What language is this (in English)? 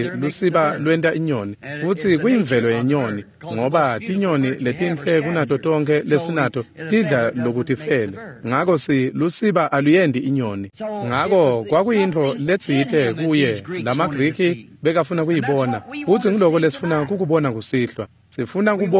Swati